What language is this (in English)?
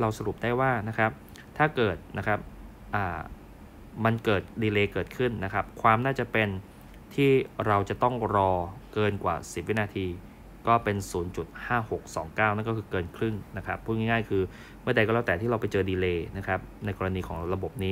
Thai